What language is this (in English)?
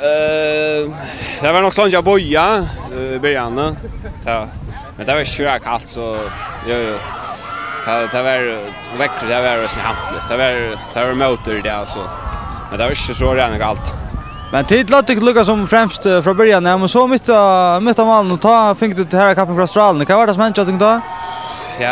Faroese